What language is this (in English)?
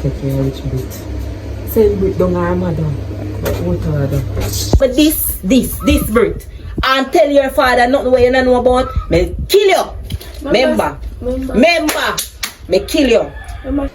Jamaican Creole English